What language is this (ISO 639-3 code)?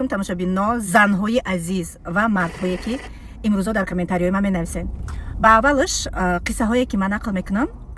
tgk